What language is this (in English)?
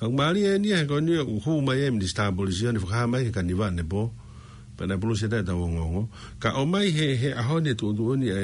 Tongan